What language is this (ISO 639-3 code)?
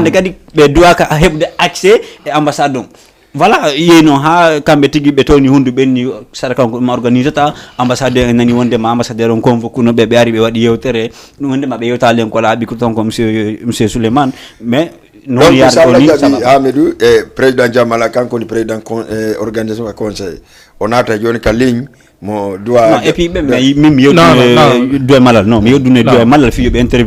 ful